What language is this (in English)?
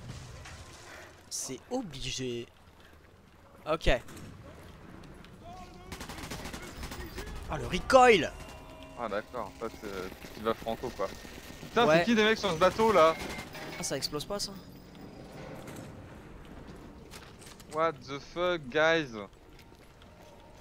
French